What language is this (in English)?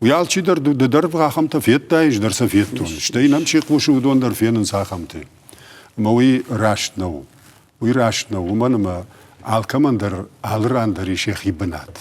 Ossetic